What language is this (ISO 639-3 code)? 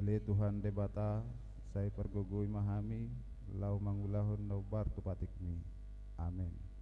bbc